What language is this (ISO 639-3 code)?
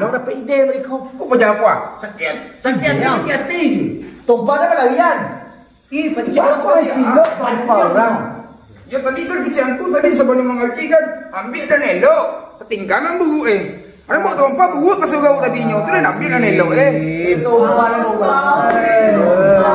min